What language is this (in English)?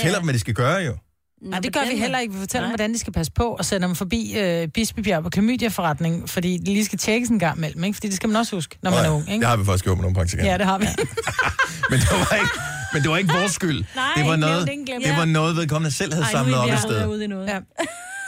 Danish